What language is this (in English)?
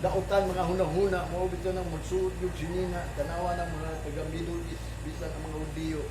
Cebuano